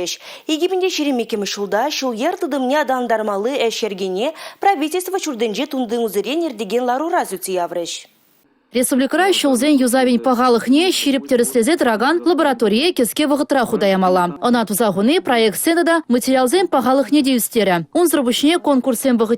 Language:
Chuvash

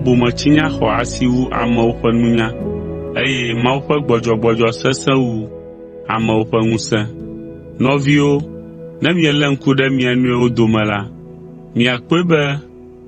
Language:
Ewe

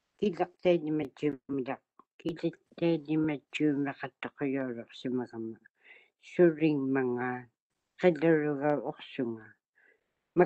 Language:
Māori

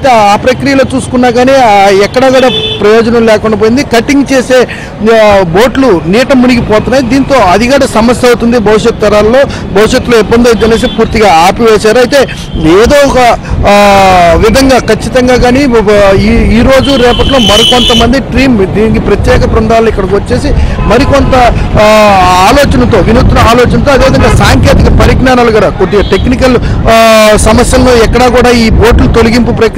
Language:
Telugu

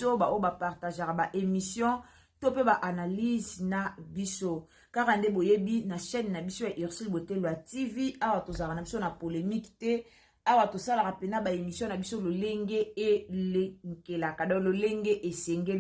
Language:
Lingala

